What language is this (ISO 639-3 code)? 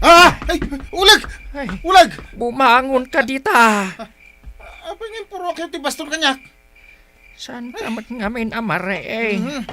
ilo